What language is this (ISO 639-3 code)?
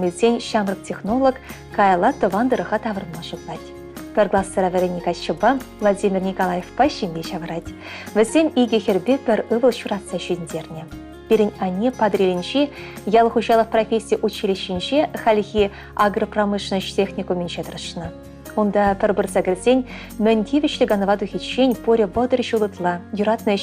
chv